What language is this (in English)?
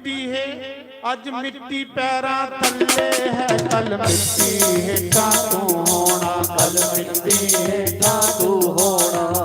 Dogri